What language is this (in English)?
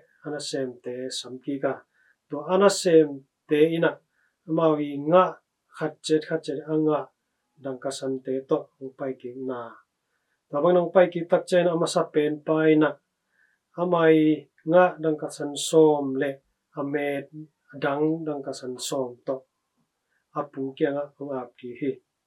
Tedim Chin